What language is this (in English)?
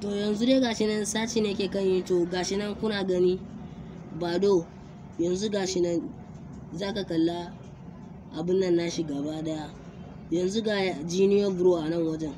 Hausa